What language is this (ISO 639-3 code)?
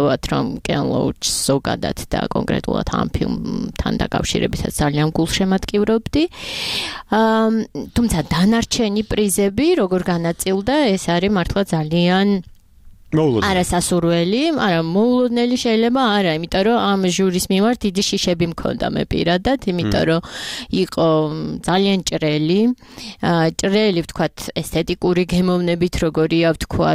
kat